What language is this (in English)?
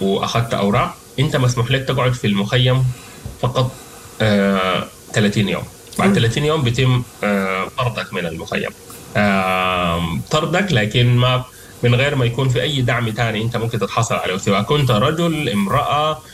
Sudanese Arabic